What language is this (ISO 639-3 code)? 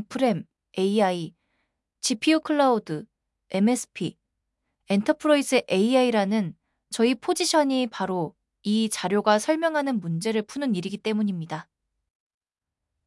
kor